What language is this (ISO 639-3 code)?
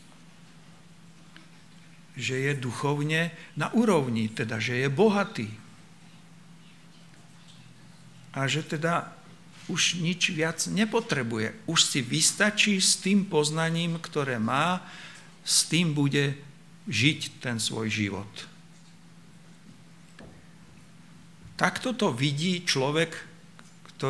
slk